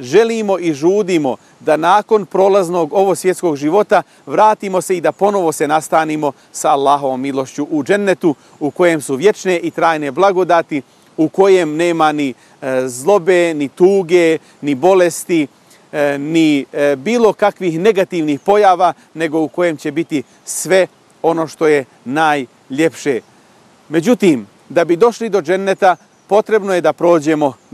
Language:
Bosnian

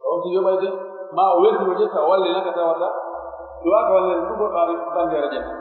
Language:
Pular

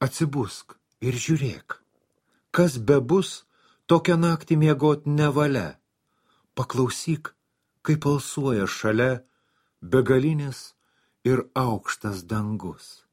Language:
Lithuanian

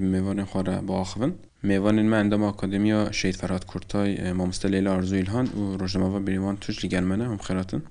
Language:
Kurdish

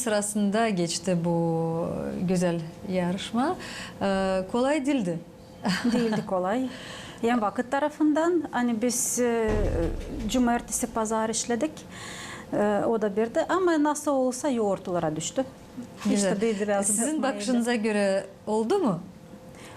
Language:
Gagauz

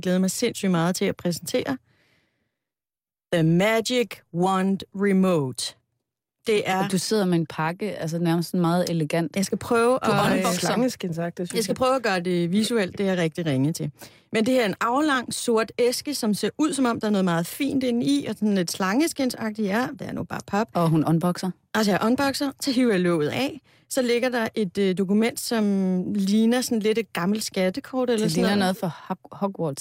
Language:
Danish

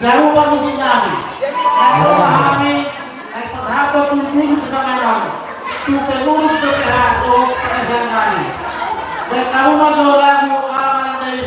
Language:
Batak Toba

